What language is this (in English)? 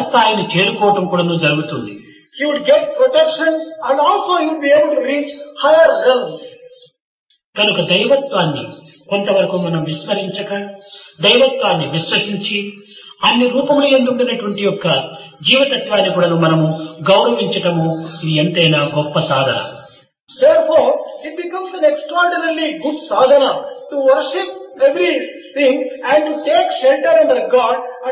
Telugu